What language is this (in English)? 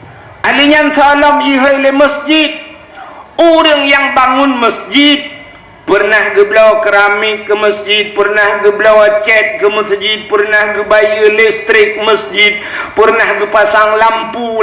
Achinese